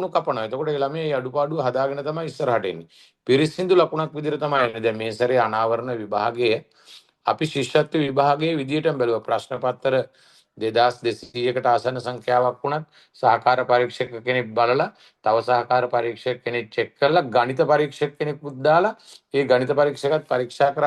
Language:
Sinhala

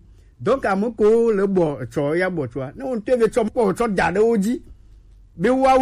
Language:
Gen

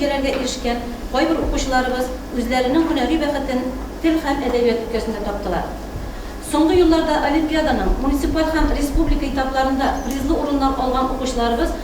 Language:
Tatar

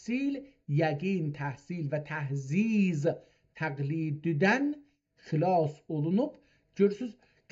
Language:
South Azerbaijani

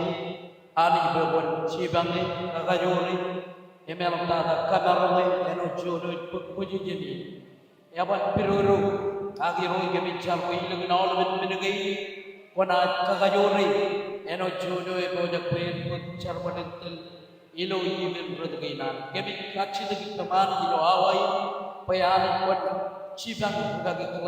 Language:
Marshallese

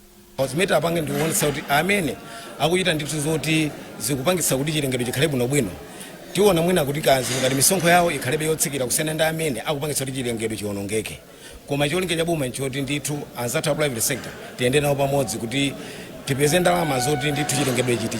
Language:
Nyanja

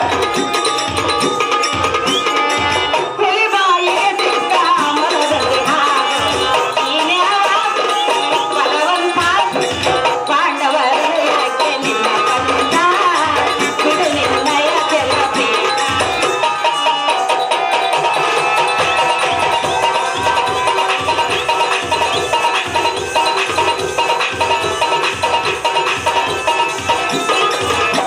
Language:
Kannada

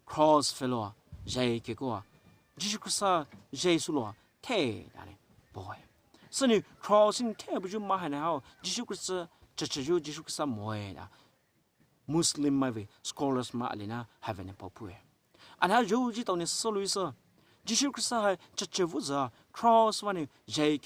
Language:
Poumei Naga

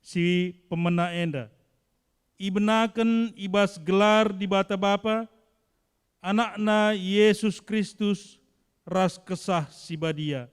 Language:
Batak Karo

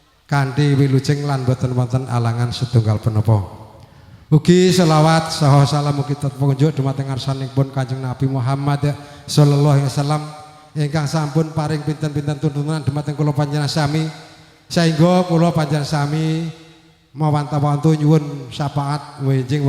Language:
Javanese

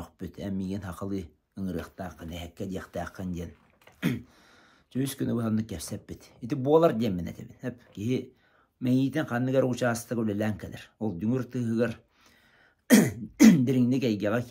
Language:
Yakut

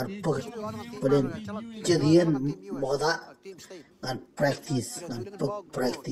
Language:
Marshallese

